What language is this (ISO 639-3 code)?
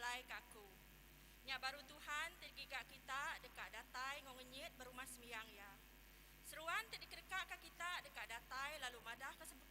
iba